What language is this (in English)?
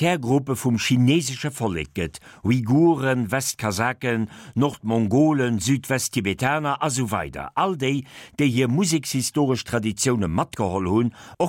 Luxembourgish